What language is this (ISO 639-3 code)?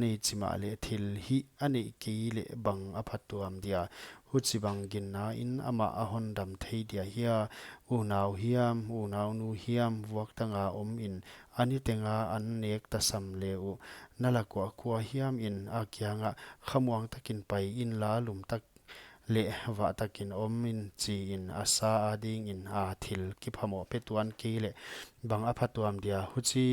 pck